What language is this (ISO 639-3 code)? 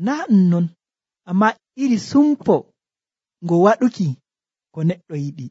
fuv